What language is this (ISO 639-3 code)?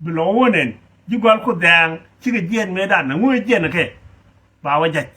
nus